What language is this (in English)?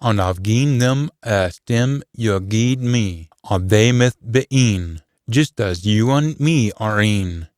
Scots